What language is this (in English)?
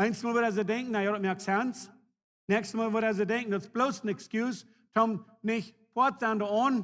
Plautdietsch